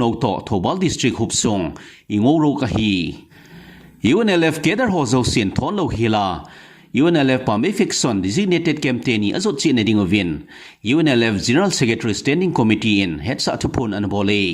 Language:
Thado Chin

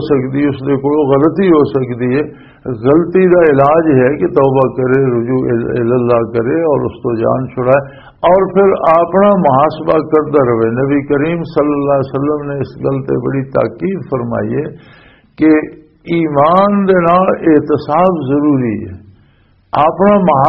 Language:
Western Panjabi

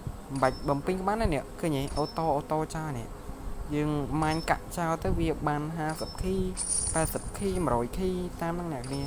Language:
Khmer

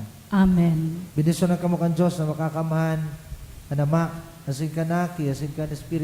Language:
Bikol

